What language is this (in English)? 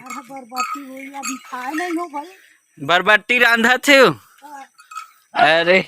Chhattisgarhi